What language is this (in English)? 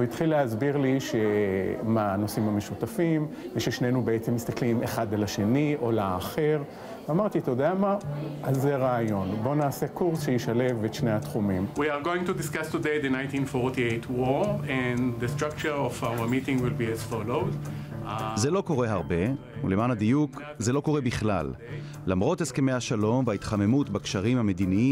Hebrew